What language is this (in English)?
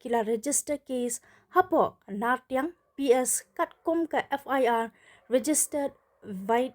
Khasi